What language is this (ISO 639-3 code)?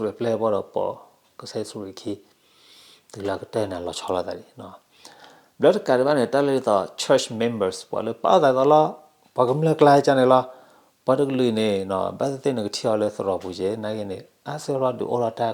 ksw